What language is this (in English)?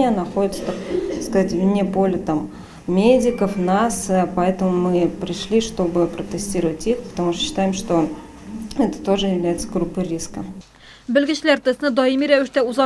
Tatar